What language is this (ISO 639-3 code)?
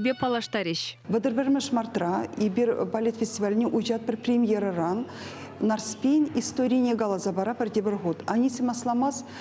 chv